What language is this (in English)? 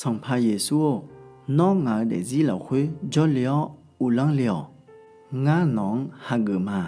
Akha